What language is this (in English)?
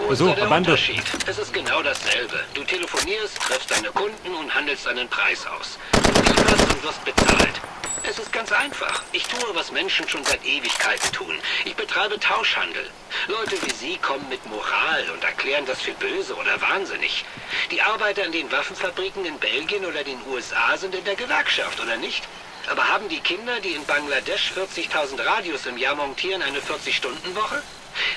Bavarian